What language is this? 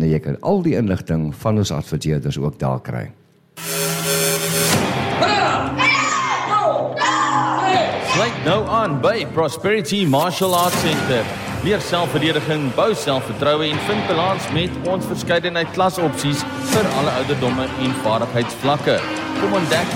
Afrikaans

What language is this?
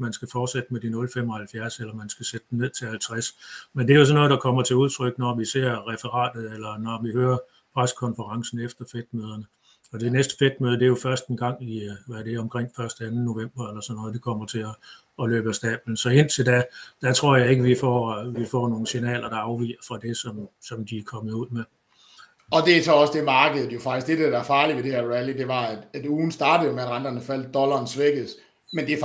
Danish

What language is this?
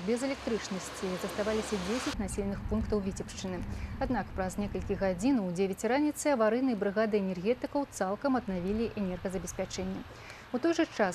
Belarusian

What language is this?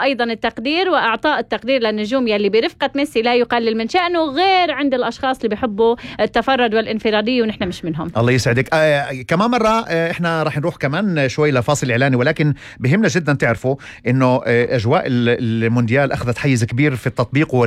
North Levantine Arabic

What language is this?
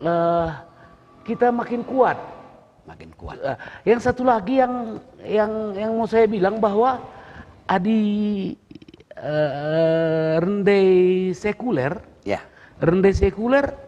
Batak Karo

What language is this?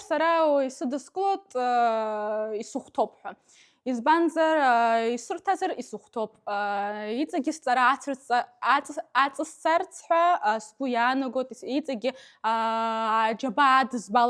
Abkhazian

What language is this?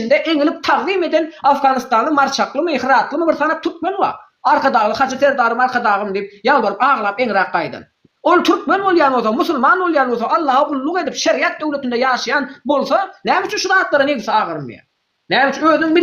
Turkmen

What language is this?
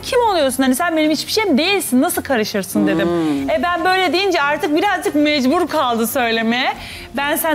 Turkish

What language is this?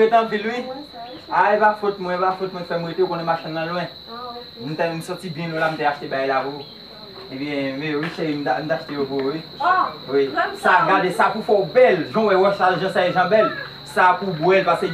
Haitian Creole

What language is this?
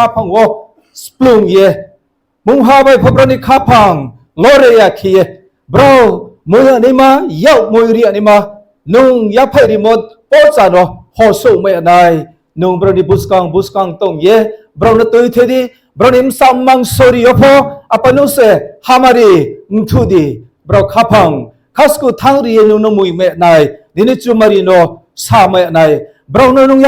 Riang (India)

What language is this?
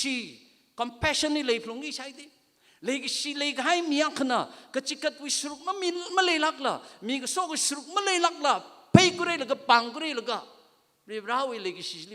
Tangkhul Naga (India)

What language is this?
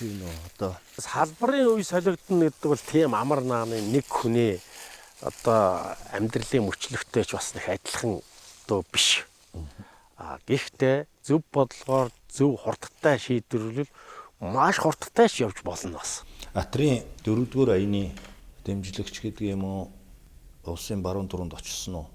Mongolian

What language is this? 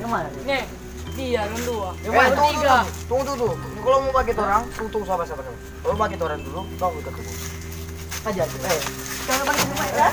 Manado Malay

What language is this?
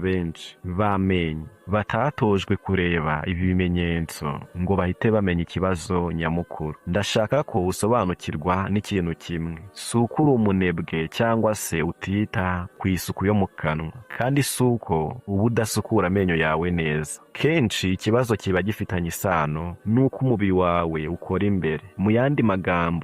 Kinyarwanda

